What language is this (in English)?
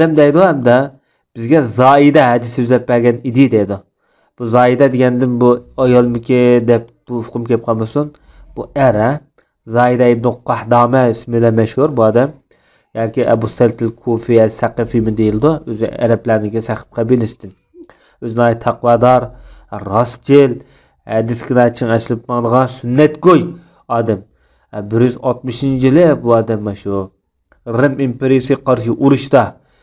Uyghur